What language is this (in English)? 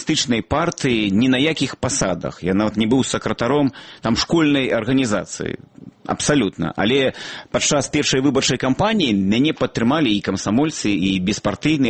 Belarusian